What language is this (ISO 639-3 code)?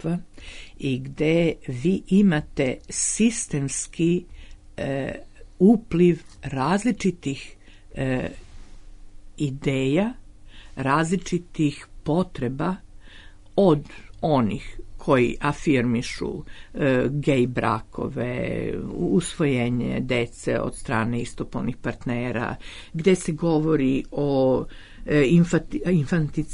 srp